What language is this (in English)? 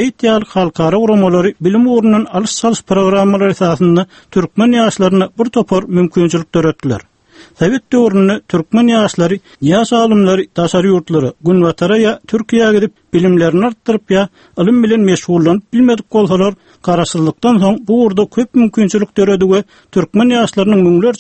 Turkmen